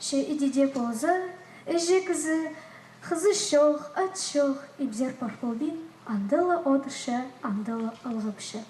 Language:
Khakas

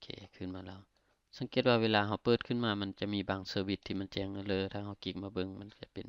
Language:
Lao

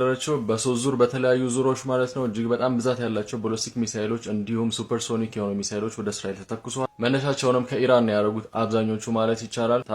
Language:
Amharic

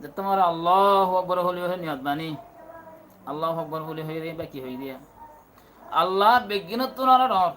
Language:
Rohingya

